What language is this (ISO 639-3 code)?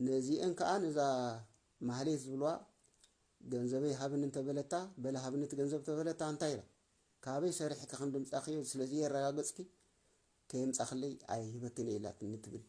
tir